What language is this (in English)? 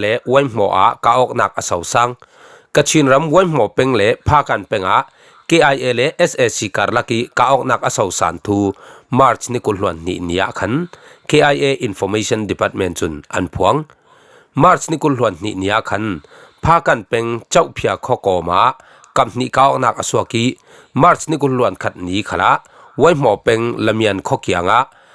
Falam Chin